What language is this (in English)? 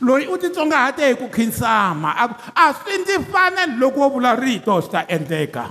Tsonga